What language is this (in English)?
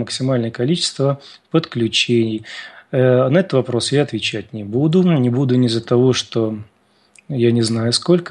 Russian